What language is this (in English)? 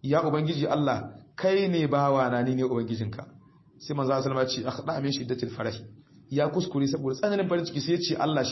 Hausa